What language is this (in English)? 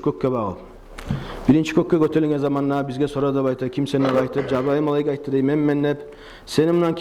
Kumyk